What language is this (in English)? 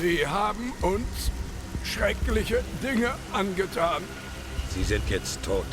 Swiss German